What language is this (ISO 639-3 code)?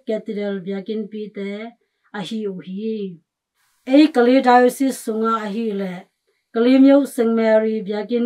ctd